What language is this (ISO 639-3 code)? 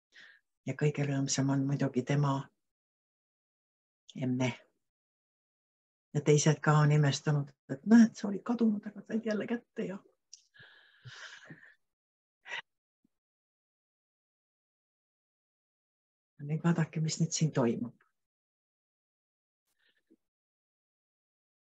est